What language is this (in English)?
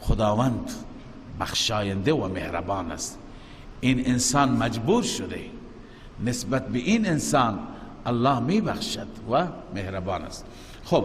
Persian